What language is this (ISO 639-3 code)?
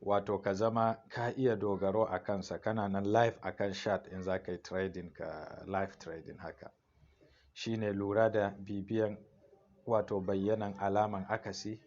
hau